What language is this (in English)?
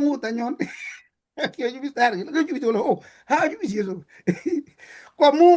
Kalenjin